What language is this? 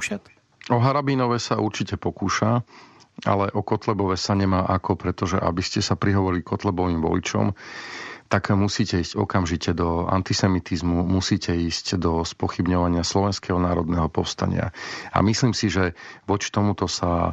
Slovak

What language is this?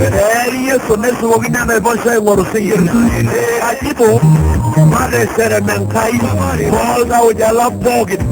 Masai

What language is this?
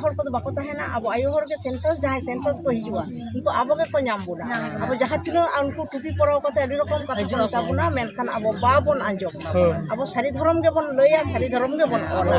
Santali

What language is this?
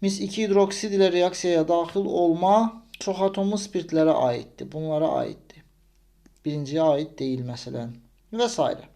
Azerbaijani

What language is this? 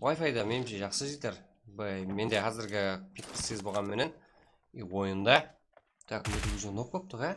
Kara-Kalpak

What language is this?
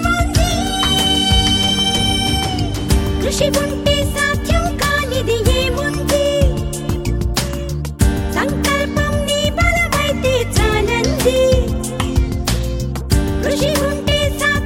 Telugu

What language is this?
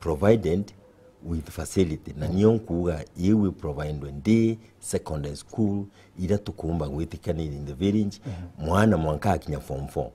Meru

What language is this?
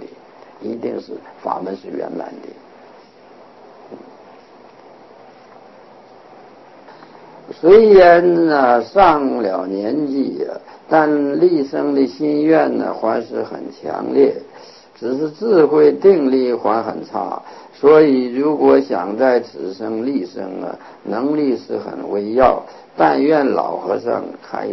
Chinese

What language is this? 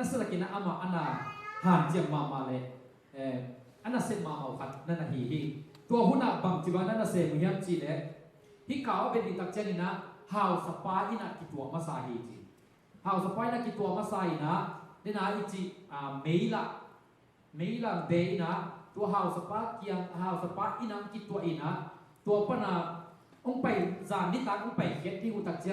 Tedim Chin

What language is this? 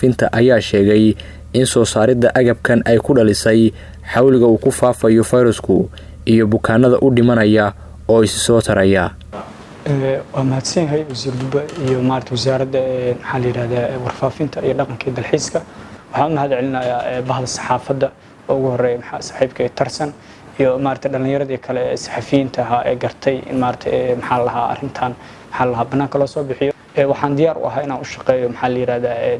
Somali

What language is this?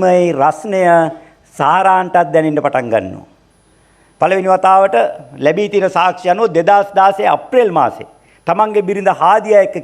Sinhala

